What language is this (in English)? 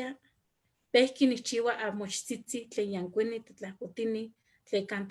Eastern Huasteca Nahuatl